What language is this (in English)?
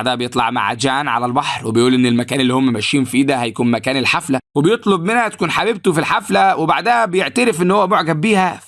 Egyptian Arabic